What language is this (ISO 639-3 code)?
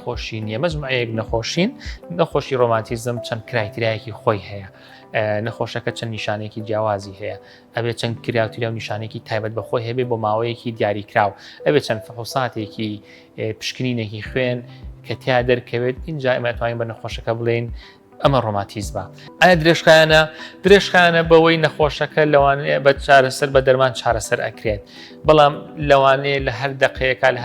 ckb